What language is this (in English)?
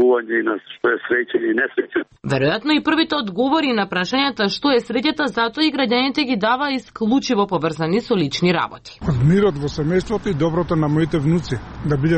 Macedonian